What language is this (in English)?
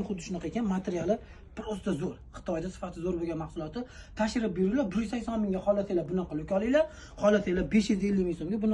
Uzbek